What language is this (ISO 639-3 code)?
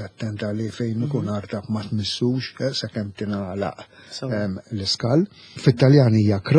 mlt